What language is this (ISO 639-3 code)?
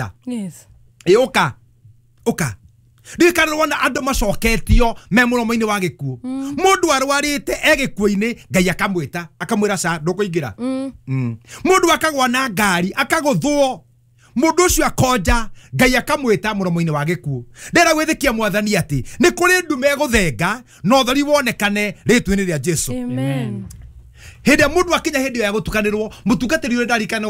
kik